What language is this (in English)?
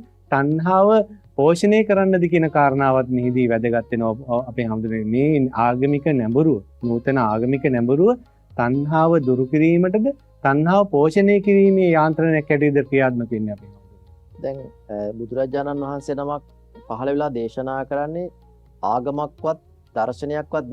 Sinhala